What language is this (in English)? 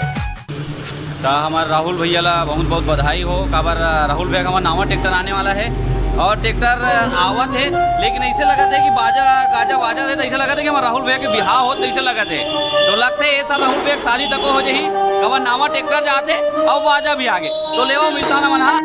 Chhattisgarhi